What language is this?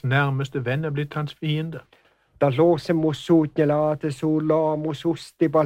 Norwegian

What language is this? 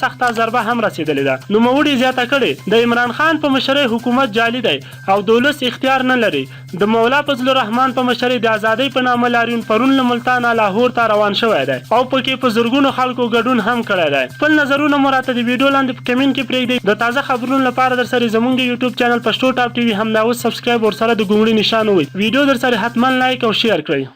Pashto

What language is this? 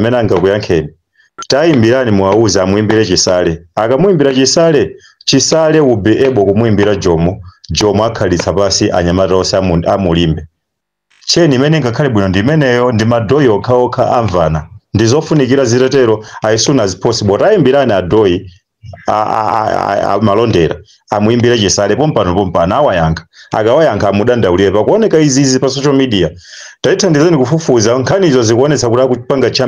Nyanja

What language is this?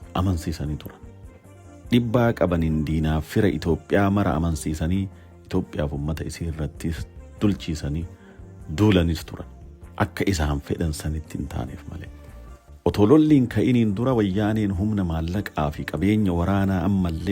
Oromo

